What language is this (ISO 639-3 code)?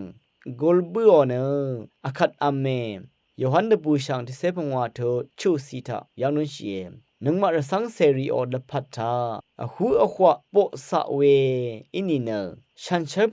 raw